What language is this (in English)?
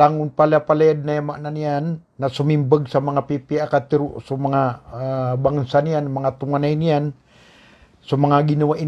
Maranao